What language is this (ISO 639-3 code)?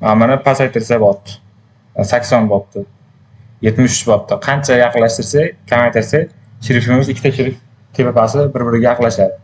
uzb